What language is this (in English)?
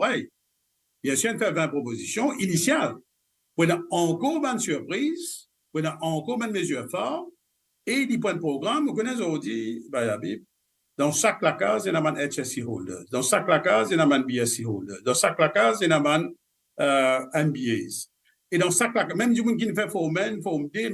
Morisyen